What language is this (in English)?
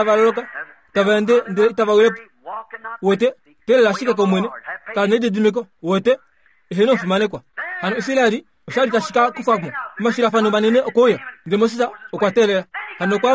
Kuanyama